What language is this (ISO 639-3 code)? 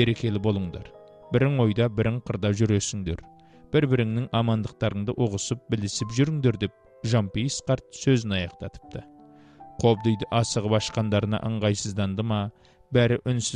kaz